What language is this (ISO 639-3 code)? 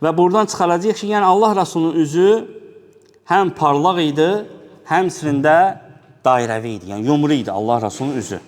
aze